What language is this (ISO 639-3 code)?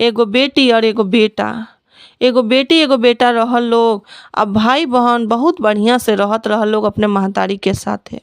bho